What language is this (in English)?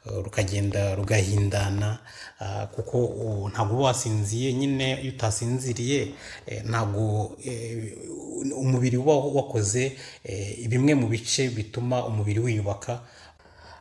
Kinyarwanda